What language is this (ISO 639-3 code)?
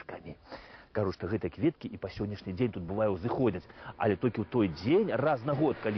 bel